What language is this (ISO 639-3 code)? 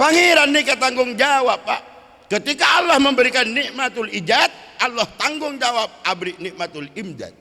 mad